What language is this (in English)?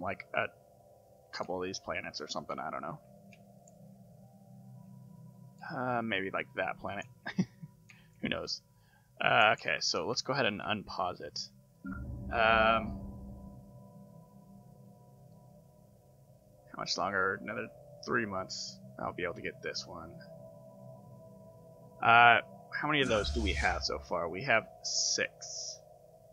English